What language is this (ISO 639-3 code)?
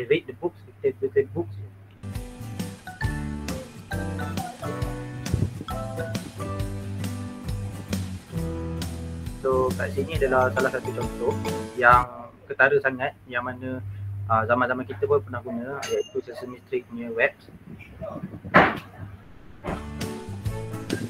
msa